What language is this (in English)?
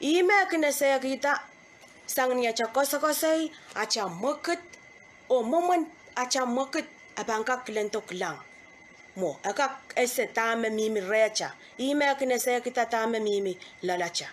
Pohnpeian